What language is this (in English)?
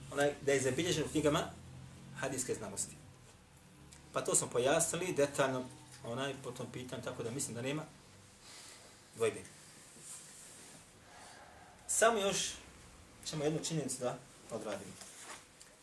Bosnian